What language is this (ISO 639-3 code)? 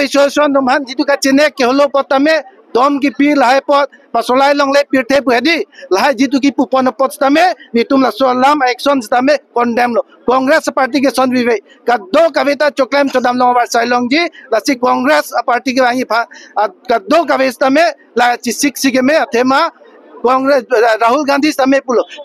mjw